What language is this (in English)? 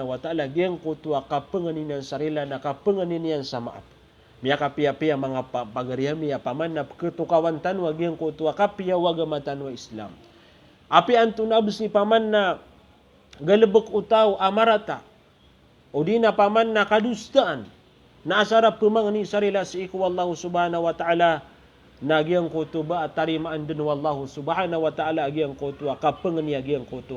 Maranao